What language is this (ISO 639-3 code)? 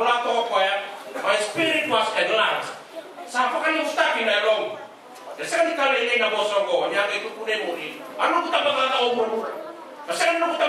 fij